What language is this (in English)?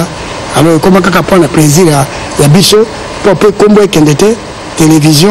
Lingala